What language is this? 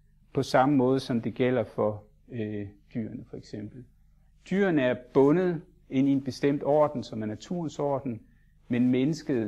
Danish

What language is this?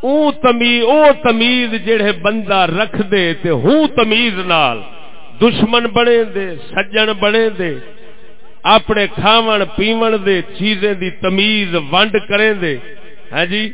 Saraiki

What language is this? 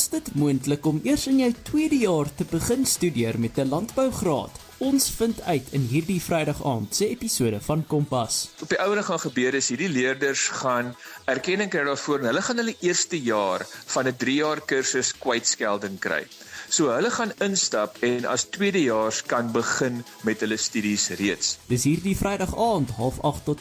Afrikaans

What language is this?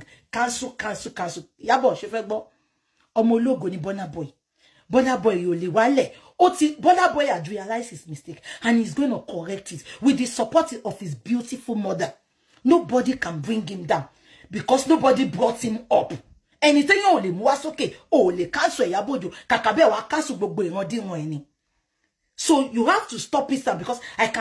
Yoruba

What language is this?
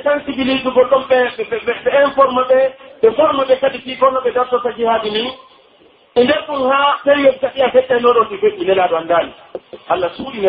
Pular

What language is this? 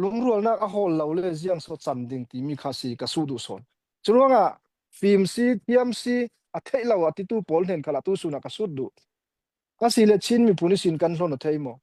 Falam Chin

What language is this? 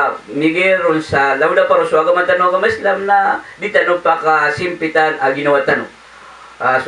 Maranao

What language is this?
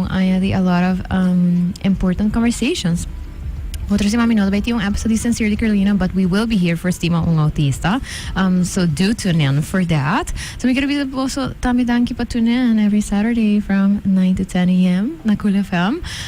Papiamento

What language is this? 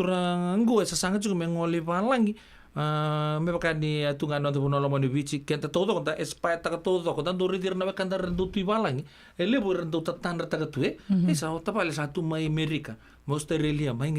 Fijian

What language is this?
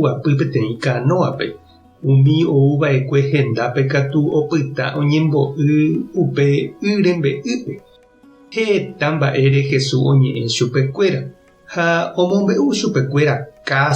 Guarani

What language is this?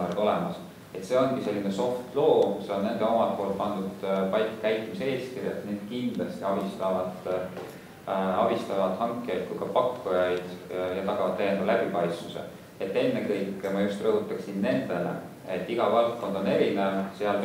Estonian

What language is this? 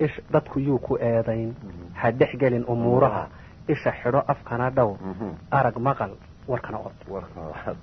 Somali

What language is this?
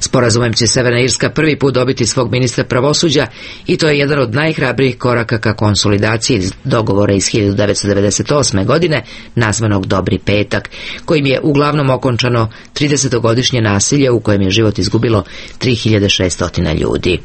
Serbian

